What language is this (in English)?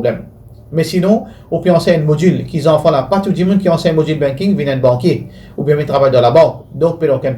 Morisyen